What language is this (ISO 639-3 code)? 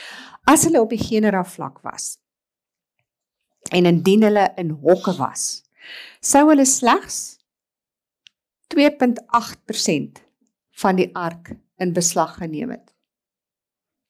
afr